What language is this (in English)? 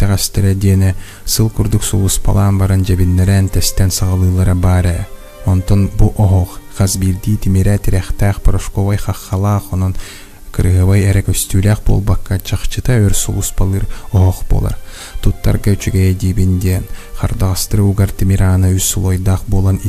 Yakut